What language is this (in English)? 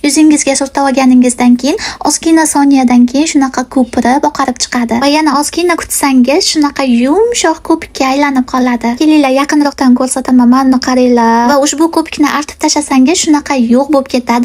Uzbek